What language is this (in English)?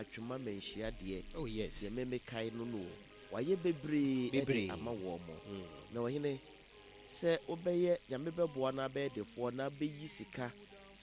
Akan